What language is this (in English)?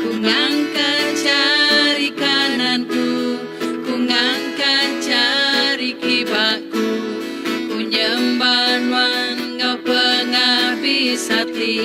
Iban